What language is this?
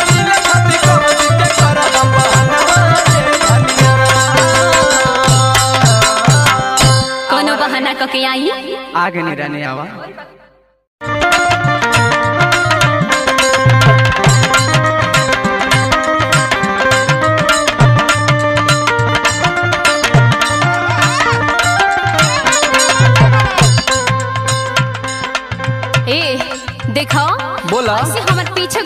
Bhojpuri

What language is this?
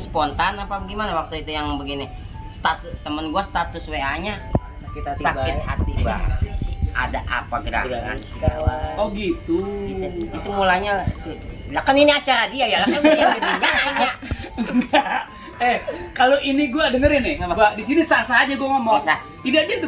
Betawi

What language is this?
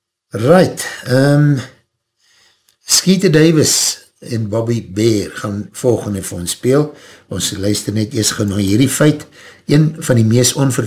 Afrikaans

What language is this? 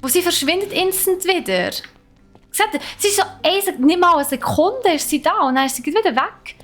Swiss German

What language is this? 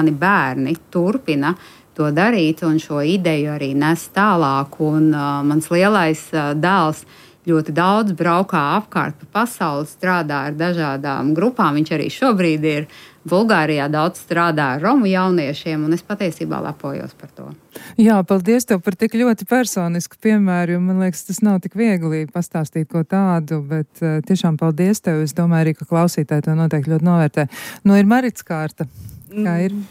Latvian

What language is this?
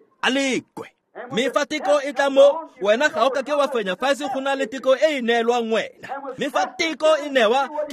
Tswana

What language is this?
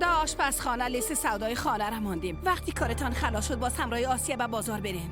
Persian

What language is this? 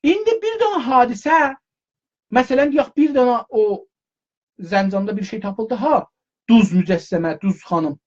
South Azerbaijani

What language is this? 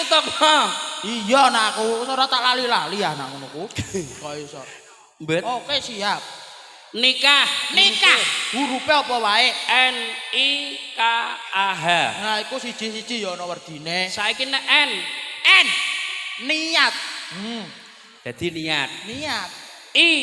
Javanese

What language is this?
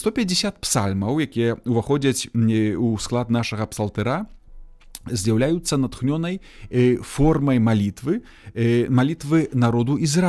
Belarusian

